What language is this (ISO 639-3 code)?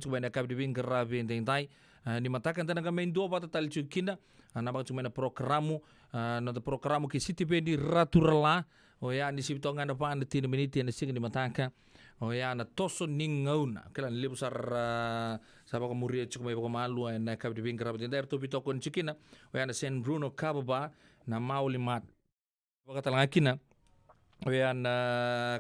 fij